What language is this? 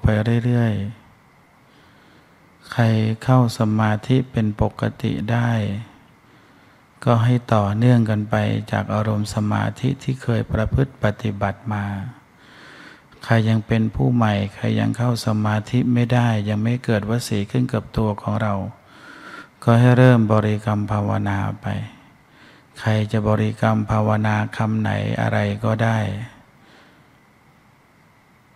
Thai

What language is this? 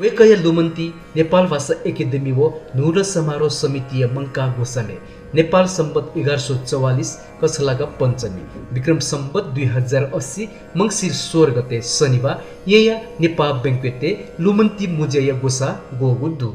Newari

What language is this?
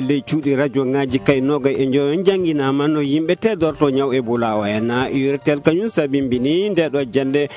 Fula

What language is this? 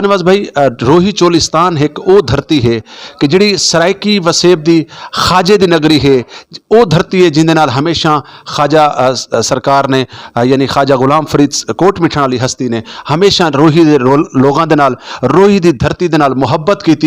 Saraiki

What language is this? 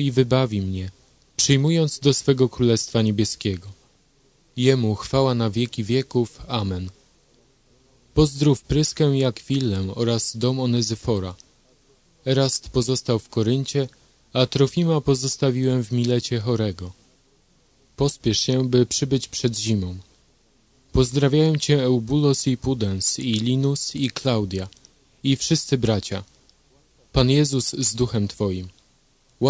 Polish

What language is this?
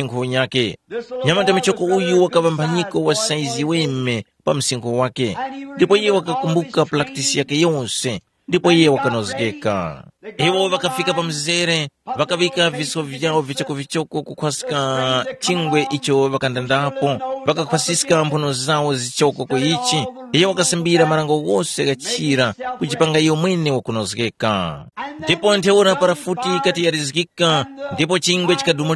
Tumbuka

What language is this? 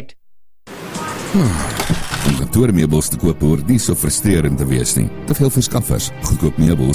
Afrikaans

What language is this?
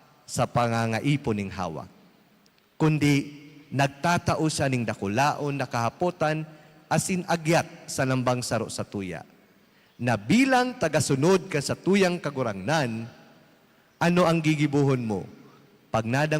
Bikol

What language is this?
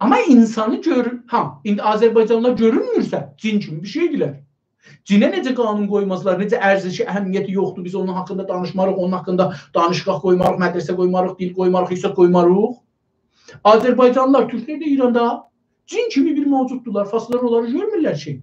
South Azerbaijani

